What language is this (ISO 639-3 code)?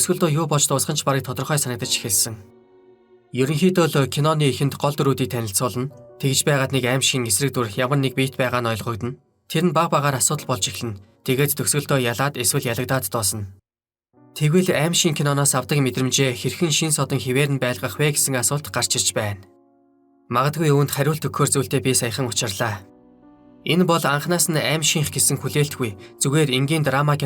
mon